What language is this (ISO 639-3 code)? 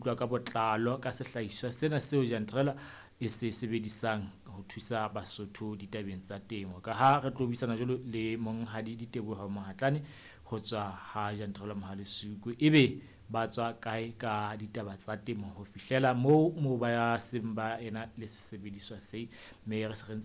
sot